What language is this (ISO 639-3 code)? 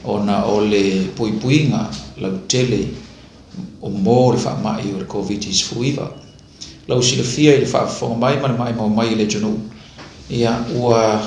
smo